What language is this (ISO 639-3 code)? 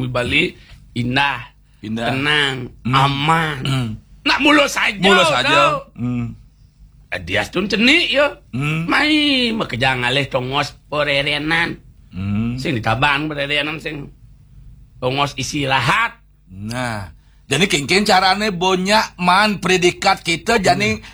ban